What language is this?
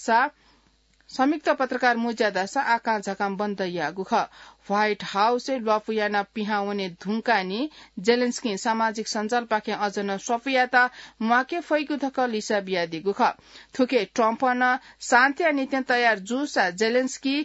Newari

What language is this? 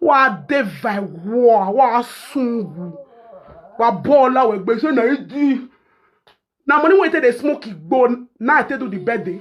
Nigerian Pidgin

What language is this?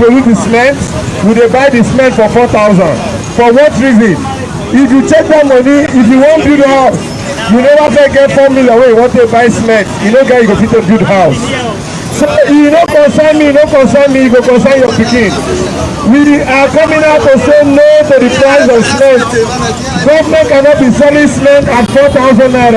Nigerian Pidgin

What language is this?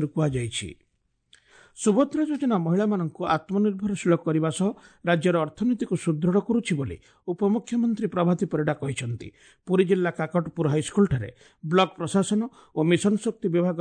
Odia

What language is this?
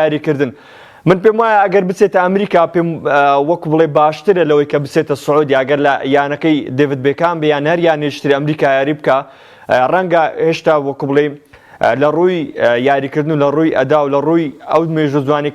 Central Kurdish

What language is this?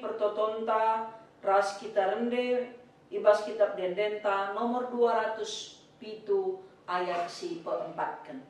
Batak Karo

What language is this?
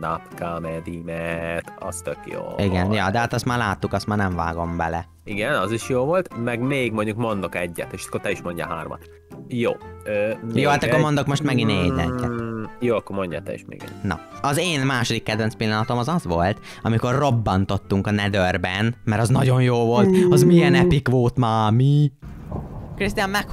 Hungarian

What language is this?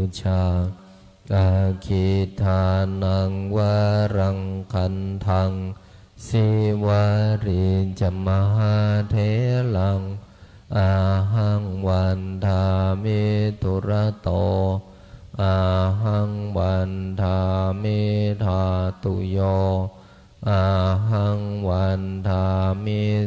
Pali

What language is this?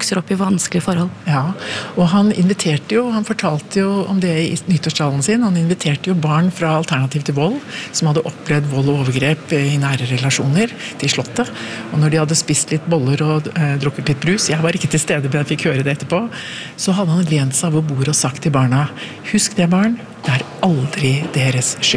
Norwegian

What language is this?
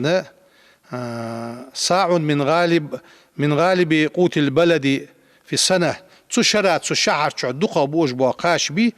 Ingush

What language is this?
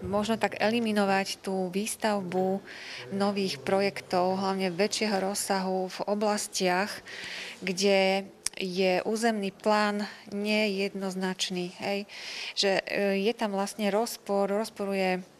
Slovak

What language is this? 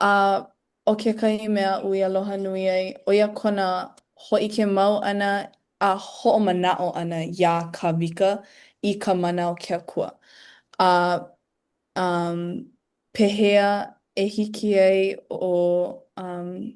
Hawaiian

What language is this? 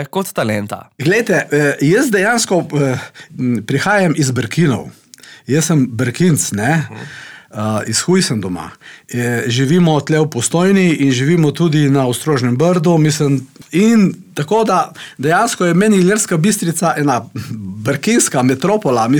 Slovenian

